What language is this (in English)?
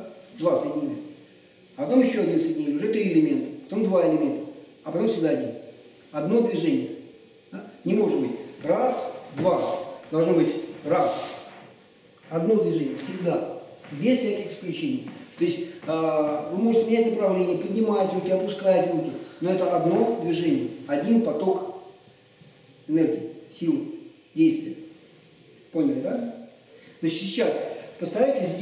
Russian